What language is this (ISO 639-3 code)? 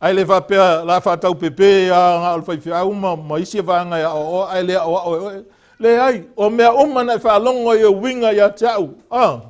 smo